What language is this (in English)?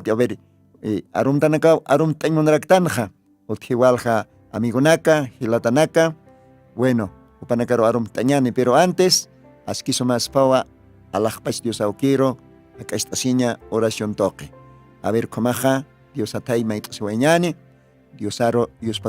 Aymara